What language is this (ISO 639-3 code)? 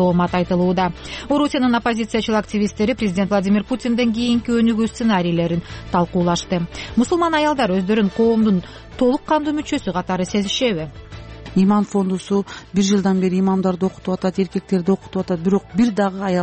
kir